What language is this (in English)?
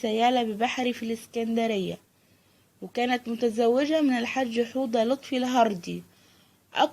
Egyptian Arabic